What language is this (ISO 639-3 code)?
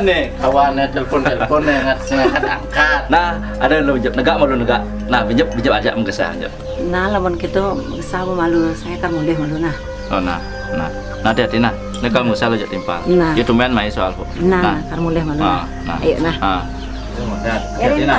ban